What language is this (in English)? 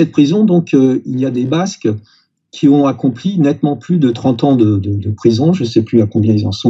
French